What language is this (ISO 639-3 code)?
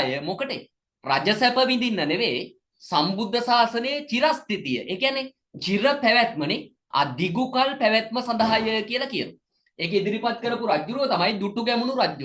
sin